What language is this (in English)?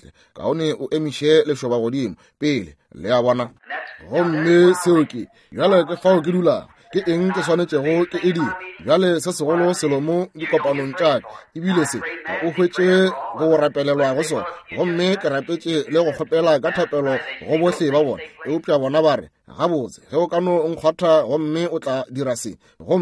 Northern Sotho